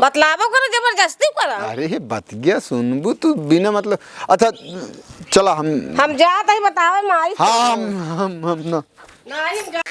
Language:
Awadhi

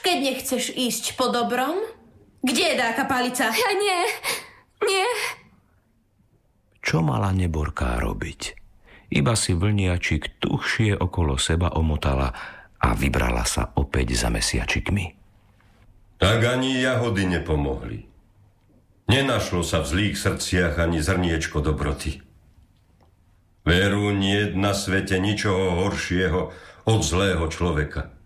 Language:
Slovak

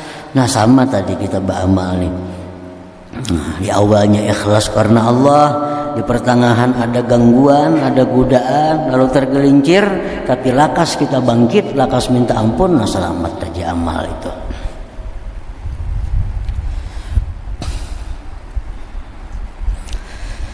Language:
Indonesian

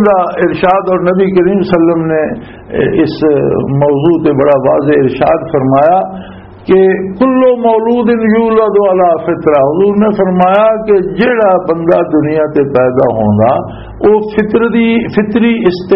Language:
Western Panjabi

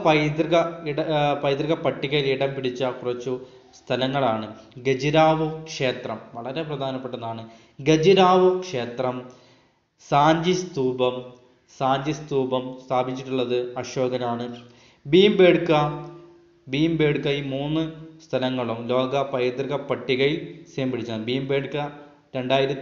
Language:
Malayalam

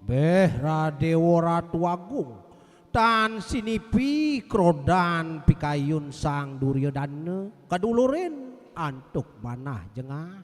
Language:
Balinese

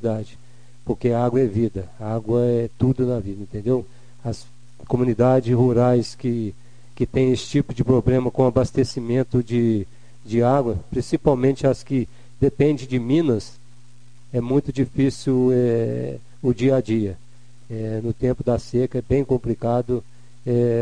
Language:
Portuguese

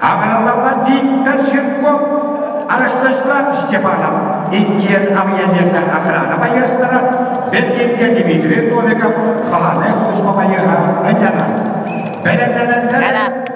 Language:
Yakut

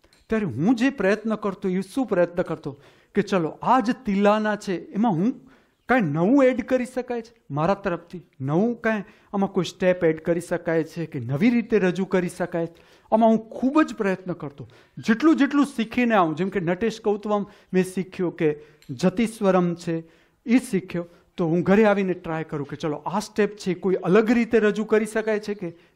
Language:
Gujarati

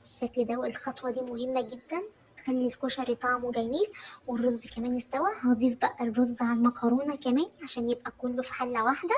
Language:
Egyptian Arabic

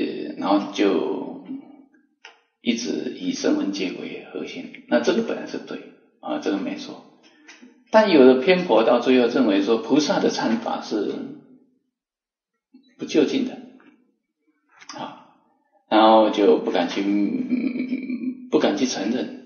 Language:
Chinese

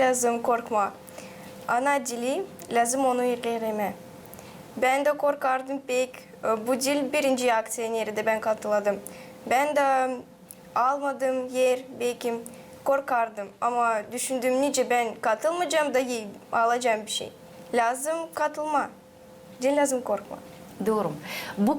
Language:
Gagauz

